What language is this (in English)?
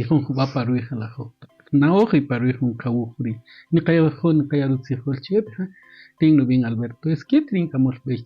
Kaqchikel